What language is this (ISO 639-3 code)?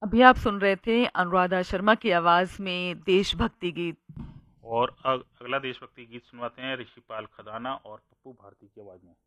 hin